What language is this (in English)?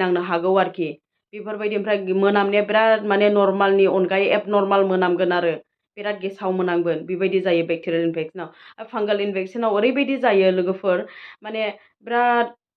Bodo